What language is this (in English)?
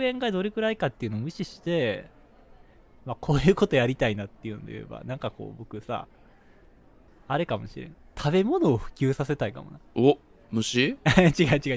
Japanese